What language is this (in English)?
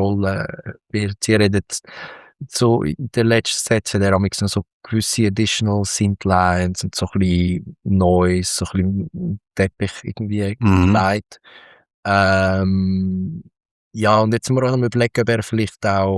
Swiss German